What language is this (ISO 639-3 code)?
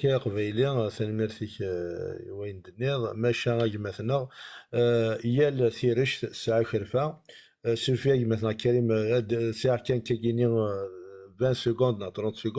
kab